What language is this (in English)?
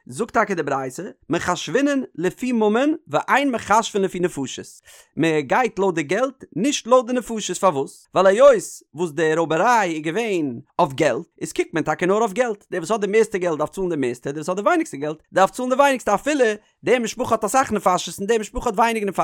Yiddish